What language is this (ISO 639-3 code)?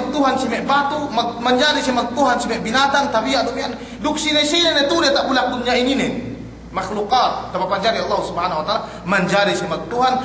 yka